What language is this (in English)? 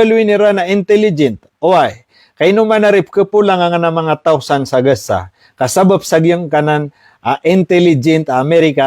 Maranao